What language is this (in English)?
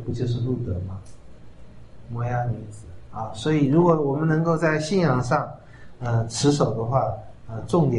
Chinese